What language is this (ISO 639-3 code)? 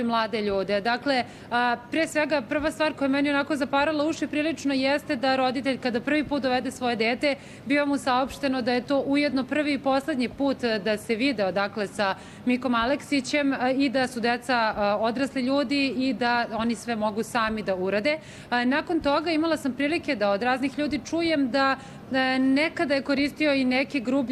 srp